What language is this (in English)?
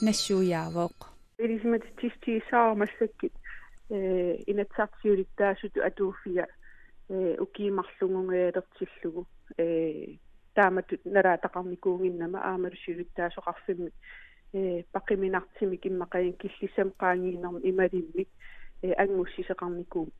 Kalaallisut